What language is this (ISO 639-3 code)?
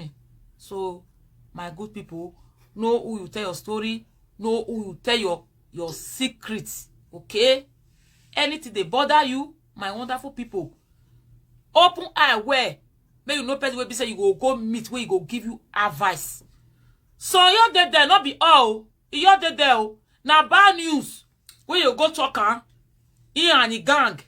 pcm